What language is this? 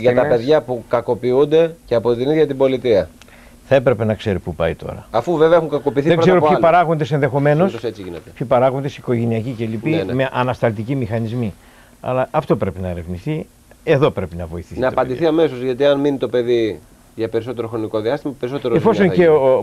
Greek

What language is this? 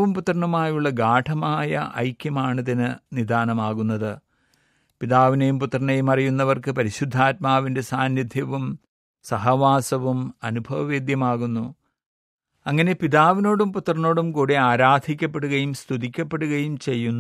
Malayalam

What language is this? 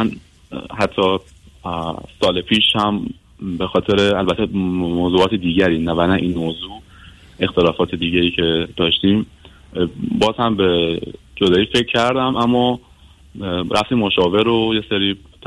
Persian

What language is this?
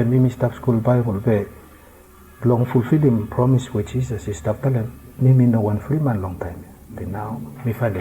Bislama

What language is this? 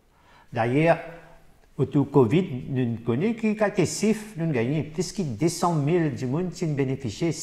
Morisyen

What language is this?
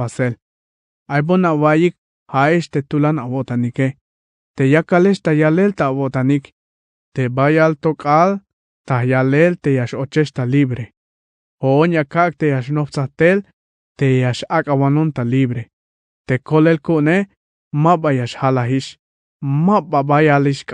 Tzeltal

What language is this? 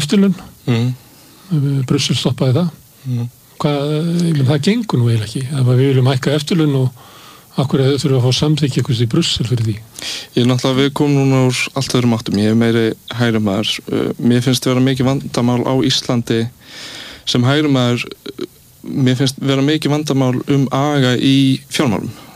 Icelandic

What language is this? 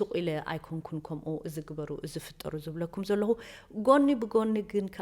Tigrinya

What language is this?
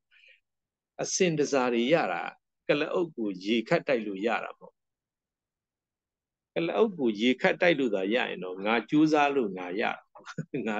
Burmese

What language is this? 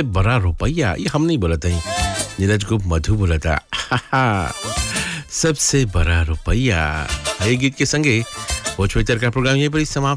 Bhojpuri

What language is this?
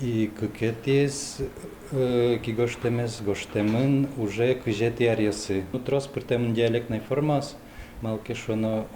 Udmurt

